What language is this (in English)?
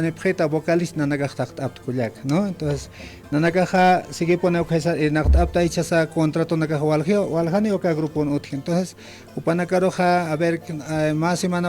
Aymara